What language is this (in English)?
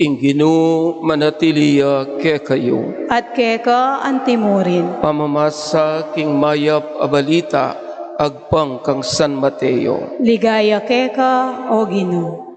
Pampanga